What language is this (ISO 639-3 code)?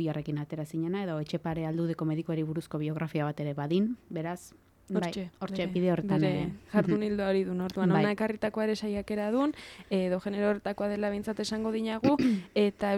eus